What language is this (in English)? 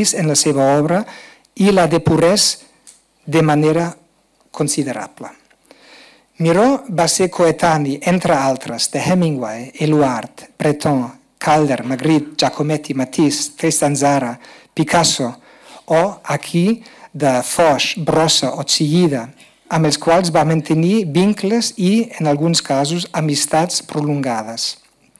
Catalan